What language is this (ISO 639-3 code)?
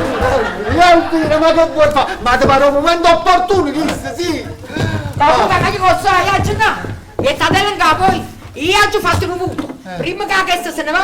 nap